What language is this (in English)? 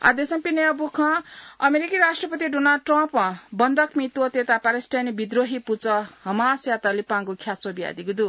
Newari